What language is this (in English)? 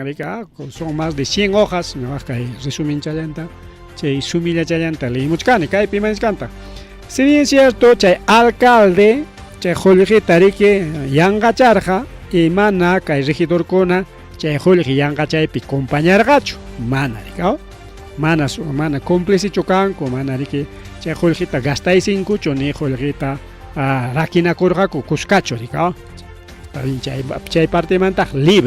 Ayacucho Quechua